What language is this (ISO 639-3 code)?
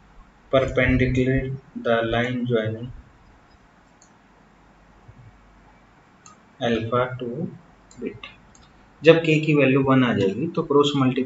hin